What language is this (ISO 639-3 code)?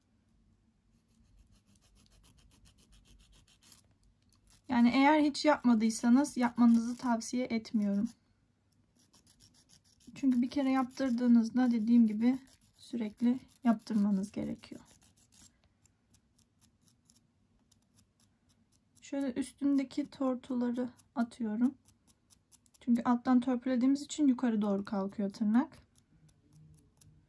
tur